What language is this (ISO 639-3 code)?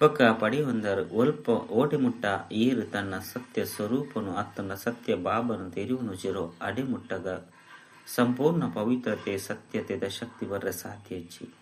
tcy